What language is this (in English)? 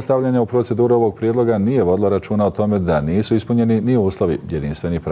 Bosnian